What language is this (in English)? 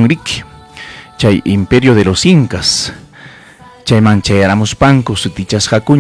Ayacucho Quechua